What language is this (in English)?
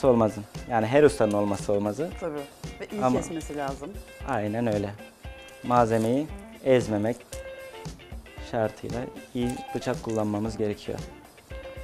Turkish